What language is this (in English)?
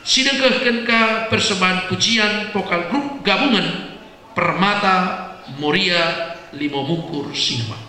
Batak Karo